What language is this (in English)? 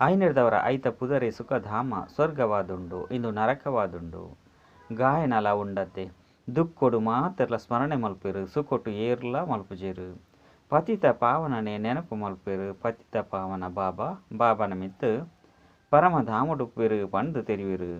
Tulu